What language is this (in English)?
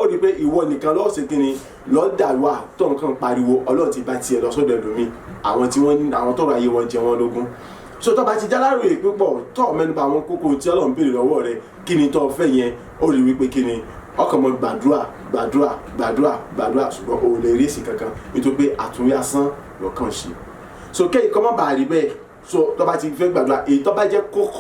Yoruba